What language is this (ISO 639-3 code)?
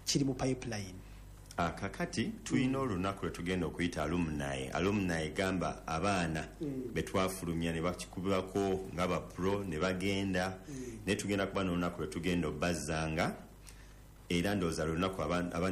lug